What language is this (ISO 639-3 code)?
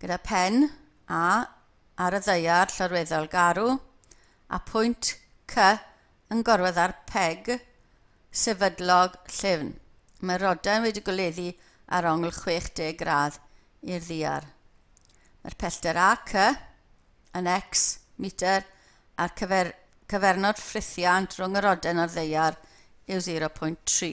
cym